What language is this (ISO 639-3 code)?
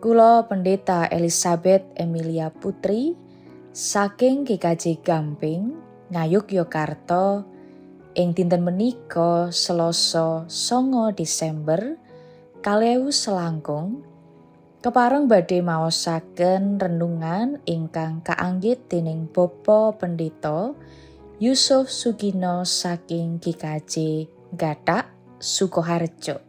jav